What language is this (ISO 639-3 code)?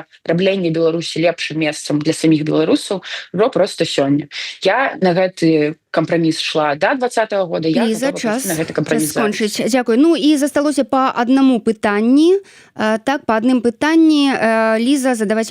bel